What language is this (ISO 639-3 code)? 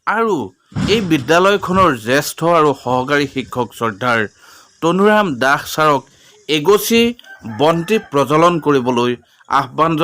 asm